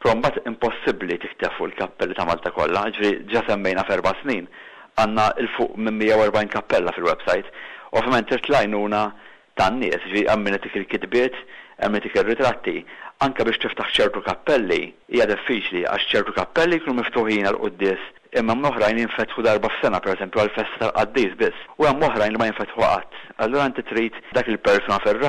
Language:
Maltese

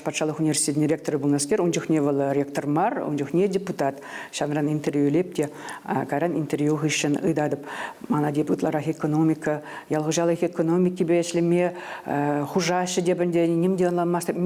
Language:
Chuvash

